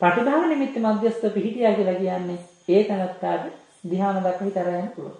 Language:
Sinhala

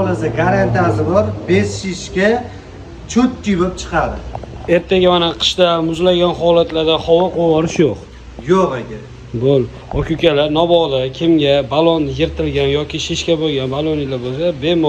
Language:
Uzbek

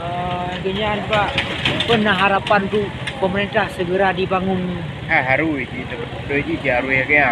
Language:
Achinese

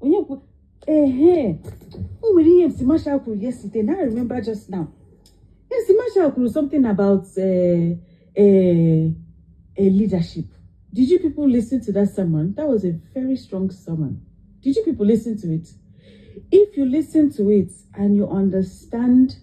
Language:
Igbo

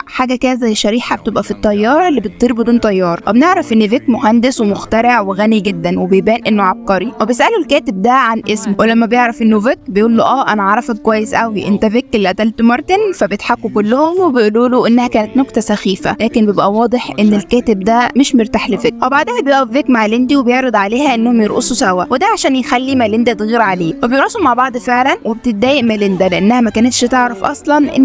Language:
Egyptian Arabic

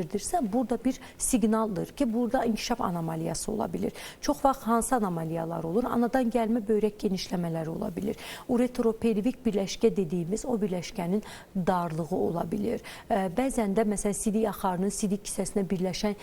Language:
Azerbaijani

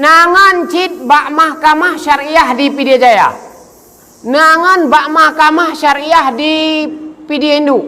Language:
Achinese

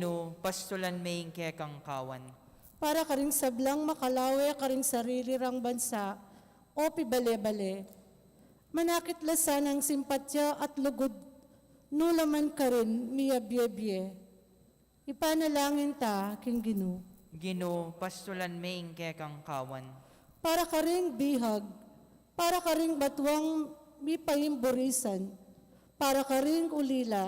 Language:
Pampanga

